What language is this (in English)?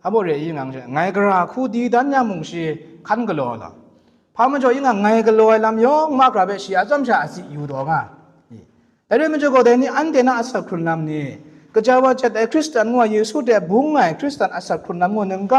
Kachin